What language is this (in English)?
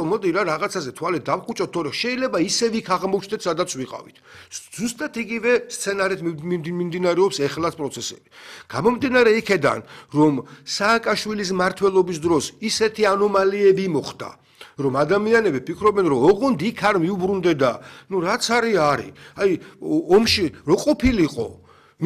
Georgian